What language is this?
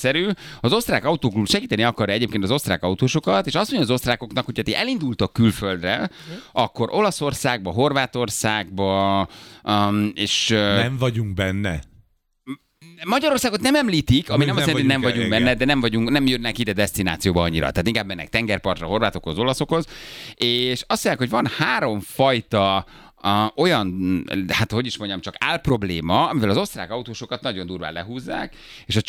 Hungarian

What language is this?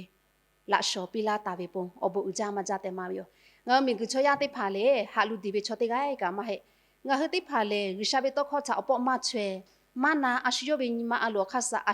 Lahu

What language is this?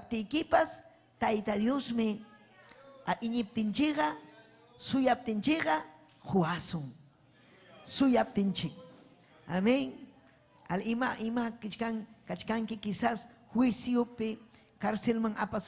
Ayacucho Quechua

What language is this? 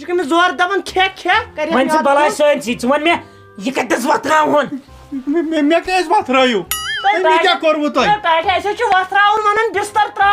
Kashmiri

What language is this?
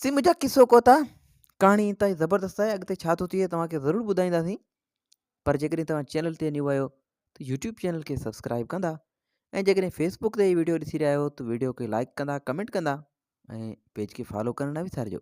Sindhi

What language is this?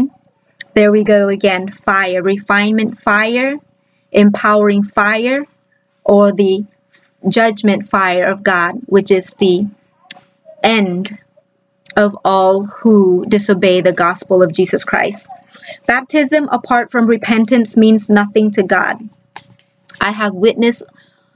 English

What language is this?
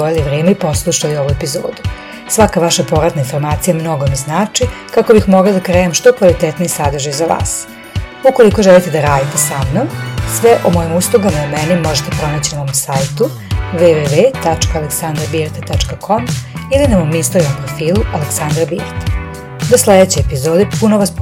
Serbian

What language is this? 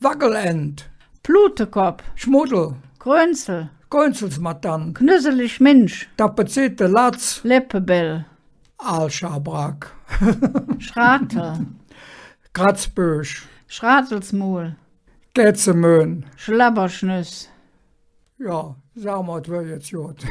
Colognian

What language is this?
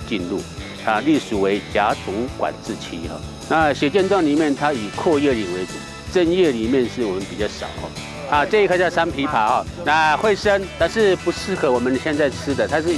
Chinese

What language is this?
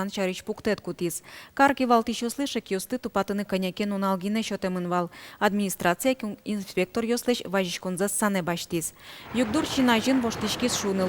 Udmurt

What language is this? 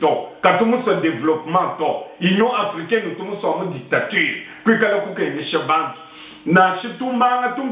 Luba-Lulua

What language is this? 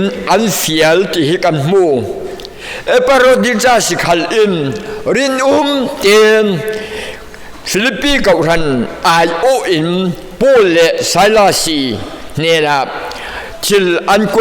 Falam Chin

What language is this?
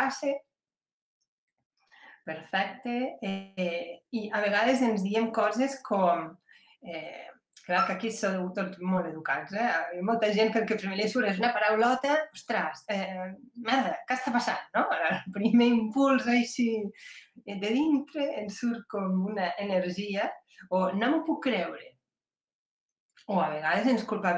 Catalan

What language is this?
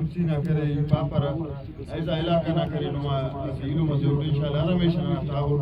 Brahui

